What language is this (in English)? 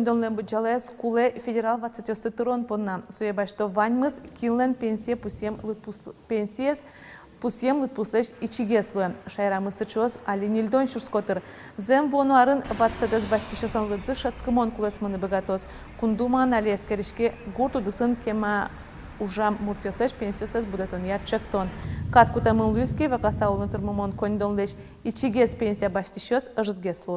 Udmurt